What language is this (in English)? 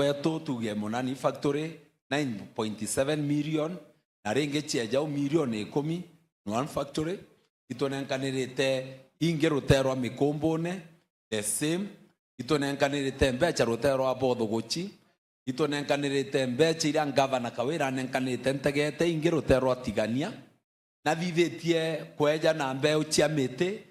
Meru